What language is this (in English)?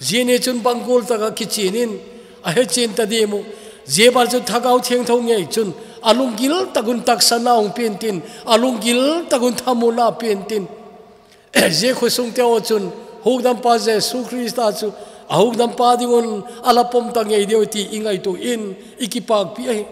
Thado Chin